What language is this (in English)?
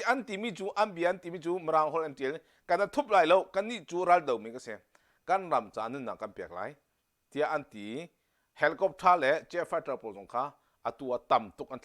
Hakha Chin